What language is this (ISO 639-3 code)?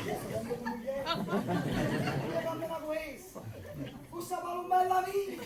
nap